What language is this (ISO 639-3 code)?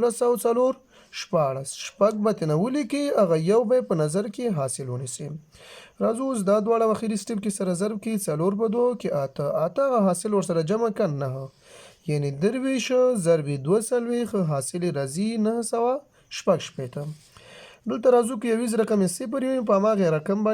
pus